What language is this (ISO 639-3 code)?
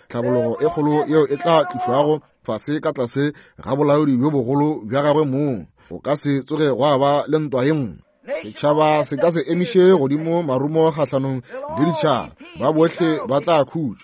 nso